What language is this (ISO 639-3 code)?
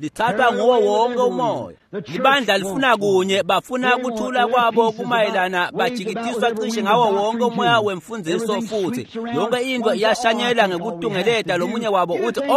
ssw